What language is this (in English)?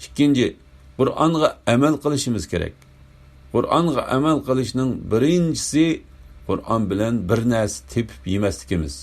Uyghur